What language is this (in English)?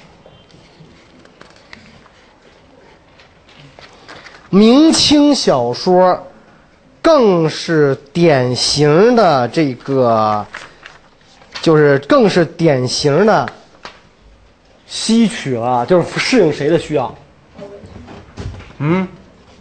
Chinese